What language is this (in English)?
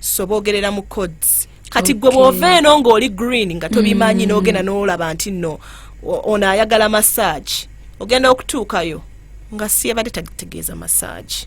Ganda